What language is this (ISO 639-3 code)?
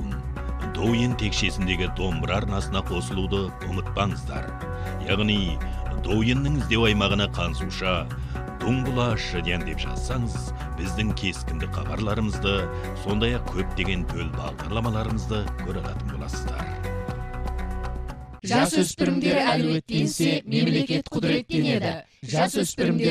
kaz